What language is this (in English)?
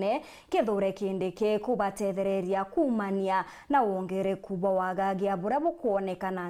Meru